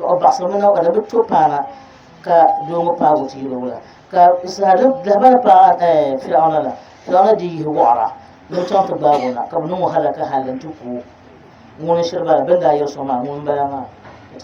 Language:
Dagbani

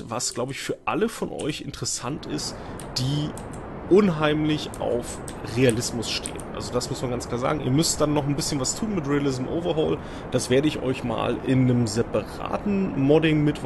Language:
German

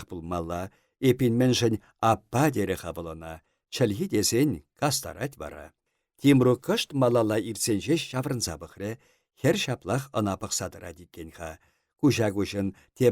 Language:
Chuvash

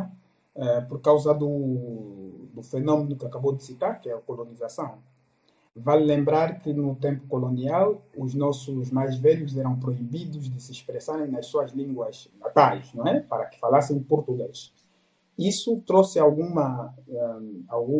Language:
Portuguese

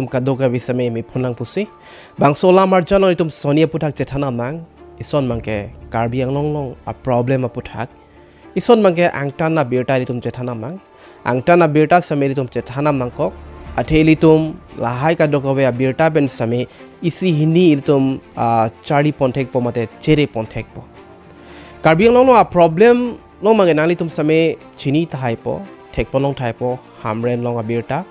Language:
Karbi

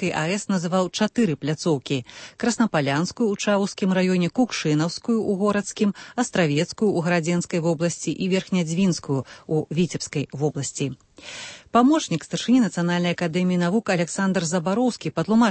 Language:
Belarusian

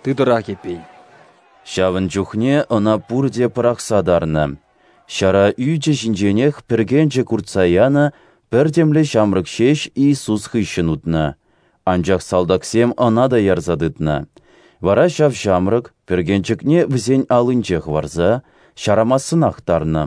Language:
Chuvash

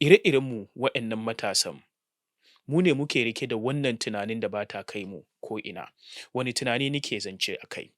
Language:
Hausa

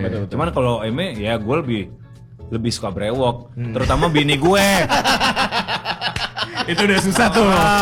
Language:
Indonesian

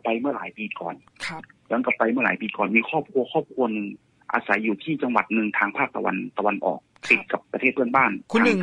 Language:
Thai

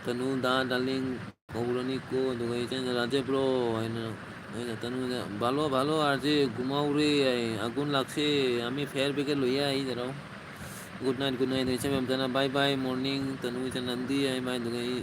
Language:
Manipuri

